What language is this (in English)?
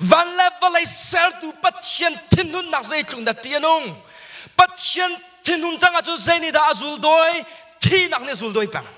Hakha Chin